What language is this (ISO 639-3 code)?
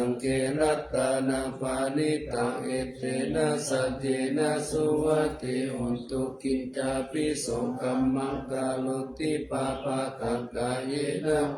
pli